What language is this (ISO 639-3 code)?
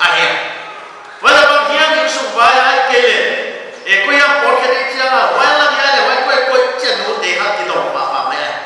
pck